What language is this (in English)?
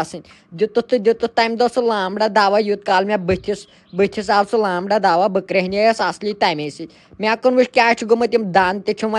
Kashmiri